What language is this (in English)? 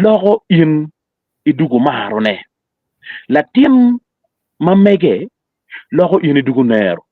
Acoli